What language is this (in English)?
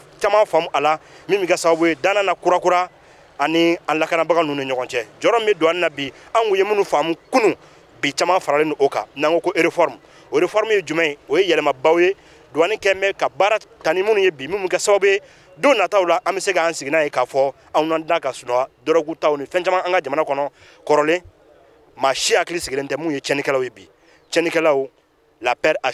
Bambara